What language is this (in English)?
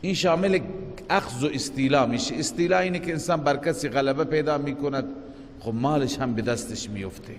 Persian